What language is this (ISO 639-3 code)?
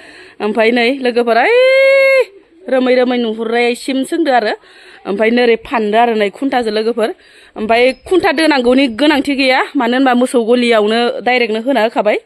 brx